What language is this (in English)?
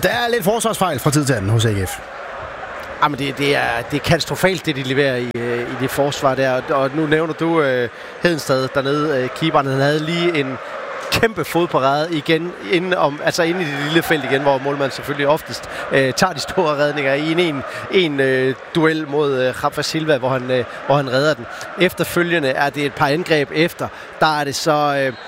Danish